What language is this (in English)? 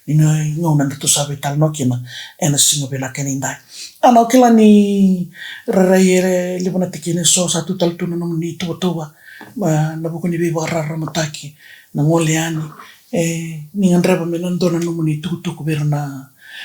Fijian